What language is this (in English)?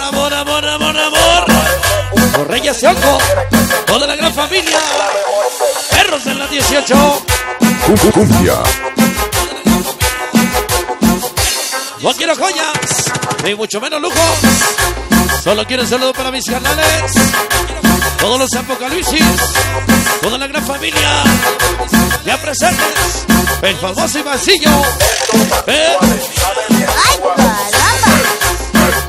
Spanish